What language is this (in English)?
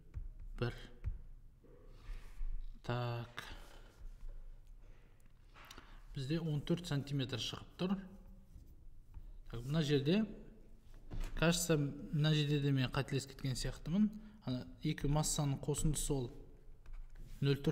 Kazakh